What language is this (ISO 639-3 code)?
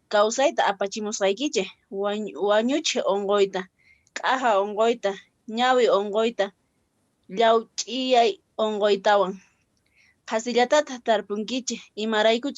que